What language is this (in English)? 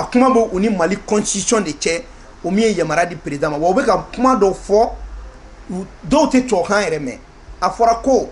Bambara